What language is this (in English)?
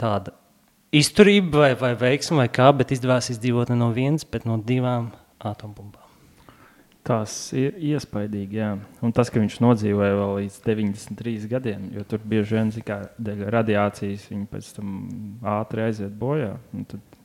Latvian